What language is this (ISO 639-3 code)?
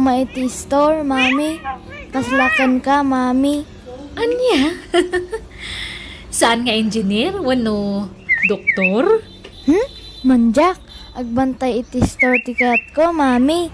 ilo